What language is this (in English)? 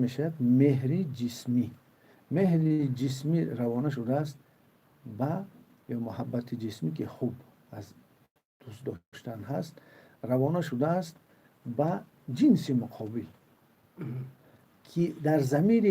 Tajik